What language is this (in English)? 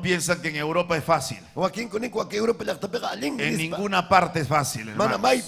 Ayacucho Quechua